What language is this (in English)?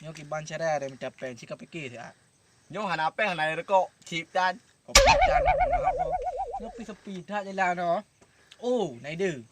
Achinese